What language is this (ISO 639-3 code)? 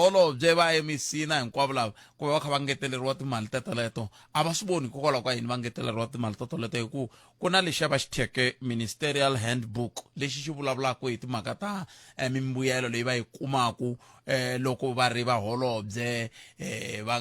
tso